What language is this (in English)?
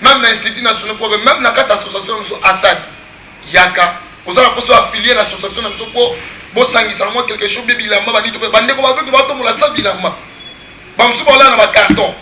Lingala